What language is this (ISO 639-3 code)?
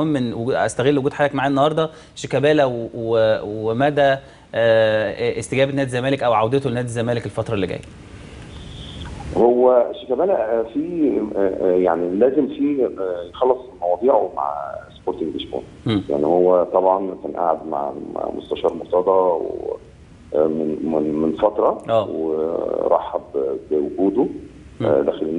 arz